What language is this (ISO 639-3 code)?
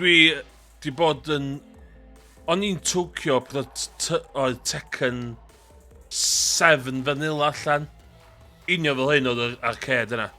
cym